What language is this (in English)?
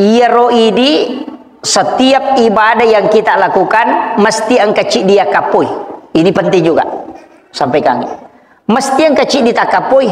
Buginese